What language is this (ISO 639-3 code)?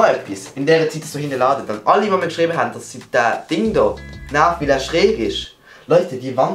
gsw